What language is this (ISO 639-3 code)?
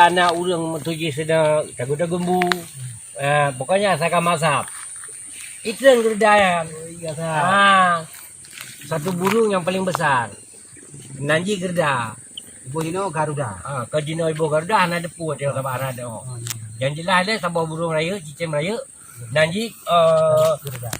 ace